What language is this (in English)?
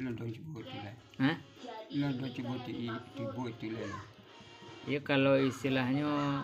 Minangkabau